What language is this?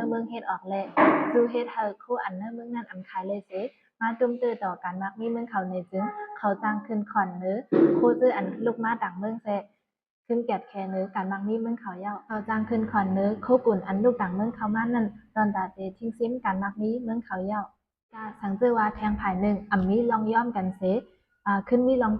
Shan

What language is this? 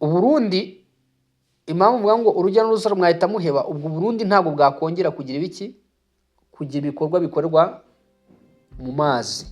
Kinyarwanda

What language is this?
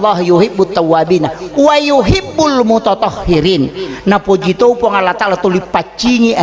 Buginese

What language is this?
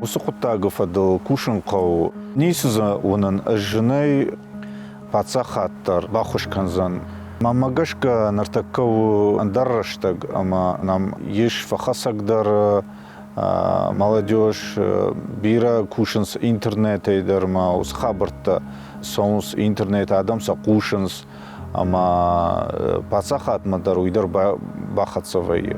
Ossetic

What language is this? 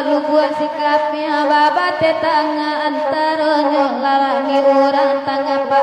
Minangkabau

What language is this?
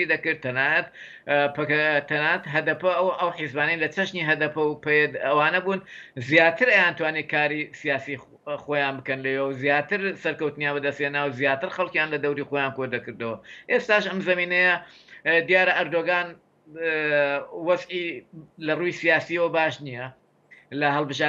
Central Kurdish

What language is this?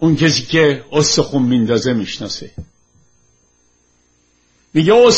Persian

